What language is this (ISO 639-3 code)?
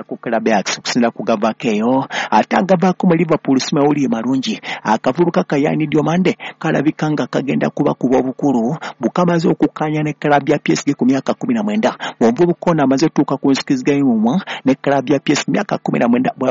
lug